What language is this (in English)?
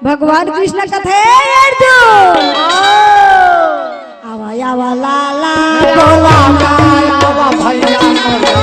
Chhattisgarhi